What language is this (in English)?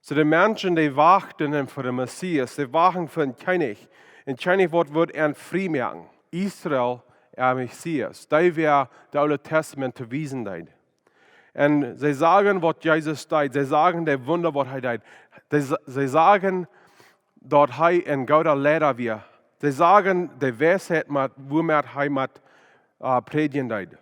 Plautdietsch